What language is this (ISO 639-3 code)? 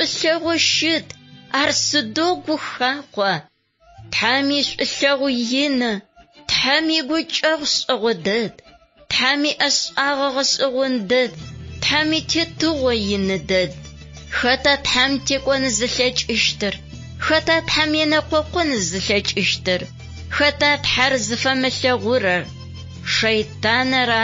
ady